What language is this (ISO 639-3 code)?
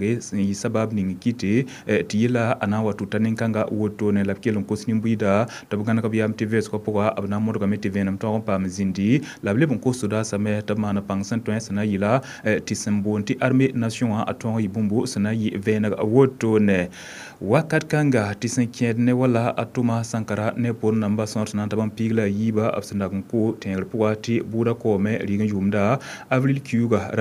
mos